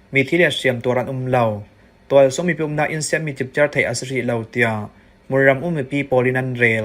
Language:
Falam Chin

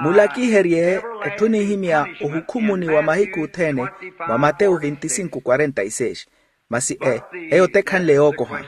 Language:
Makhuwa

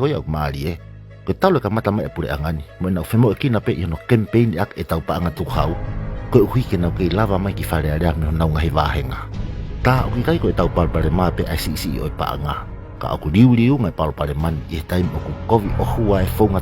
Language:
Tongan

